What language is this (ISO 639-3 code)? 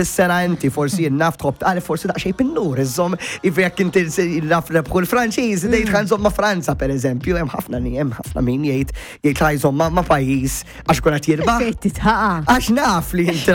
mlt